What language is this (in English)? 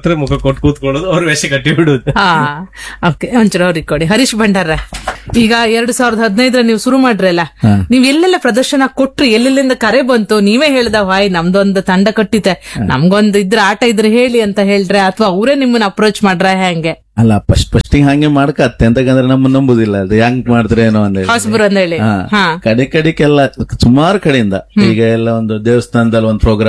Kannada